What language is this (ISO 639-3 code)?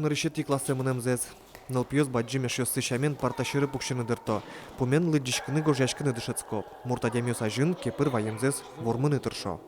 udm